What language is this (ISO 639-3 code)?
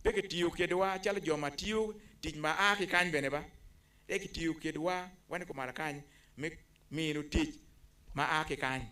ach